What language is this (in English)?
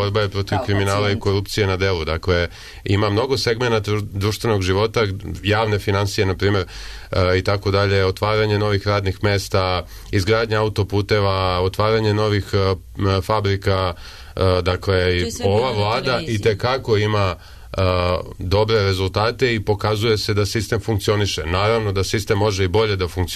Serbian